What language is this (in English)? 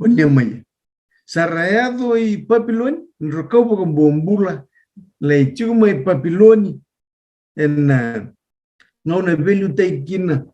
Fijian